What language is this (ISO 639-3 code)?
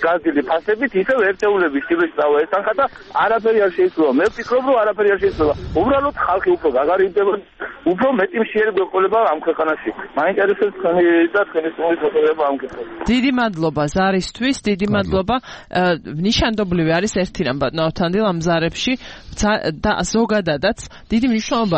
kat